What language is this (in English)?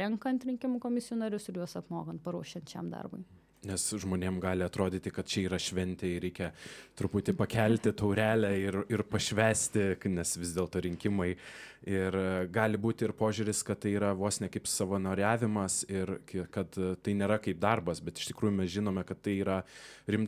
Lithuanian